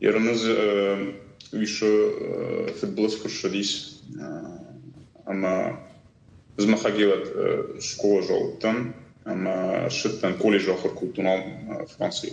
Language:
Ossetic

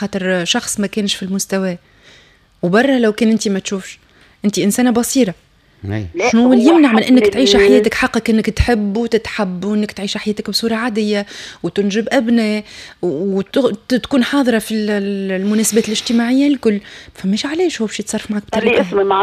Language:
Tunisian Arabic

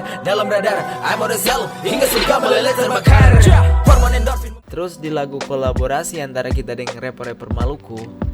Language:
Manado Malay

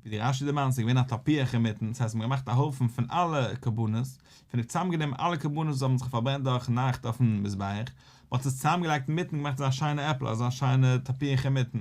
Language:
Yiddish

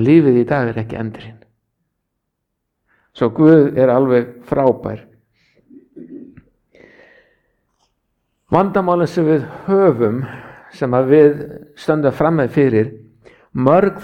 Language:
Icelandic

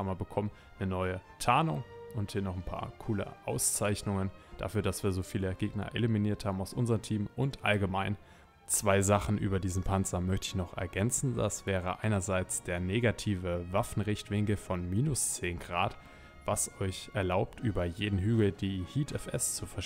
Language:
German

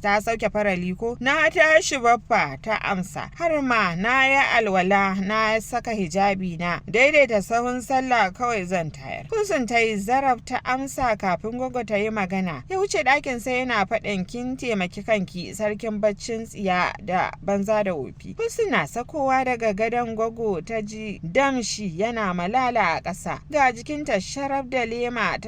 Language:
Hausa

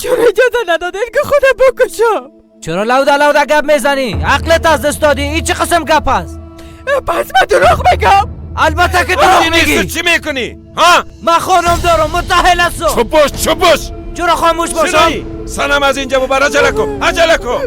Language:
Persian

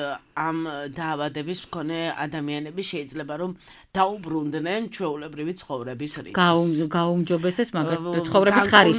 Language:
Georgian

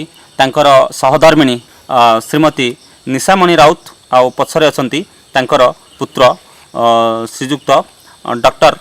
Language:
Odia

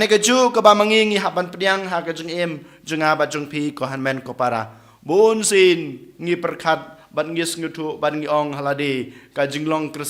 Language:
Khasi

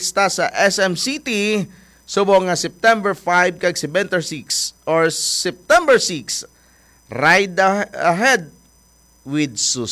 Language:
Hiligaynon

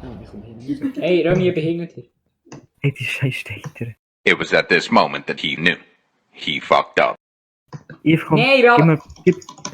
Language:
Swiss German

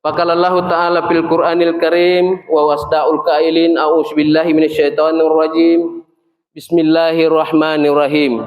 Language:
Makasar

